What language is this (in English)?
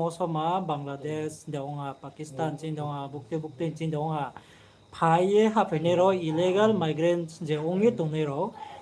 Riang (India)